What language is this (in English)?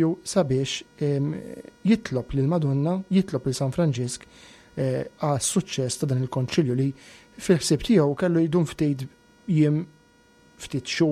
Maltese